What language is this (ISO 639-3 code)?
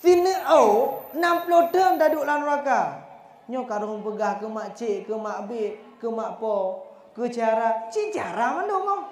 ace